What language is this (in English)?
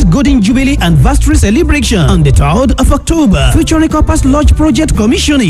Yoruba